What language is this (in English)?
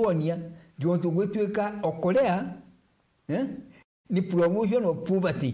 Meru